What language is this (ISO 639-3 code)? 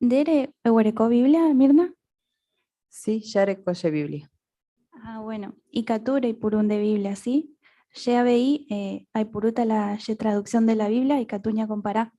grn